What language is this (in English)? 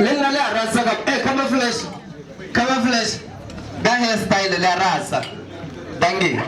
Northern Sotho